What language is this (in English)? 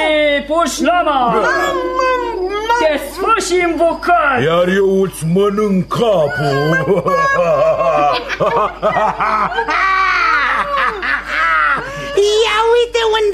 Romanian